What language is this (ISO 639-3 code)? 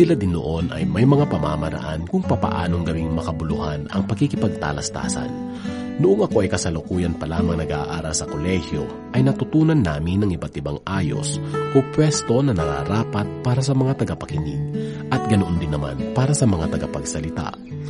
fil